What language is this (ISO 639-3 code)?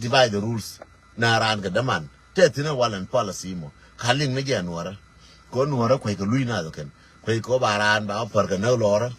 nus